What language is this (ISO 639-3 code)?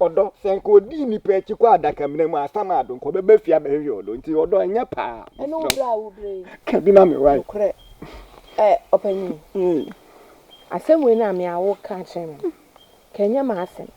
aka